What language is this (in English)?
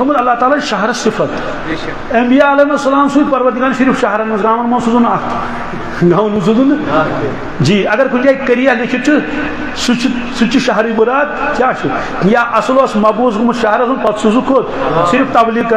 Kashmiri